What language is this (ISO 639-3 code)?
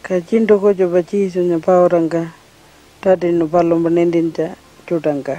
pjt